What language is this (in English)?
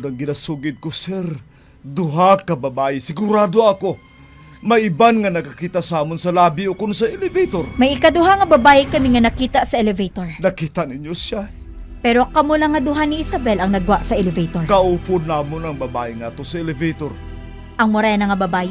Hiligaynon